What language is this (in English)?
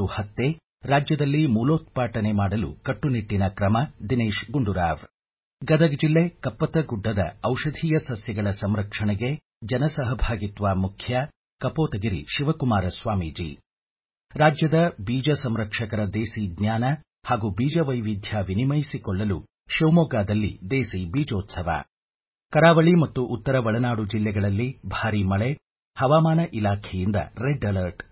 Kannada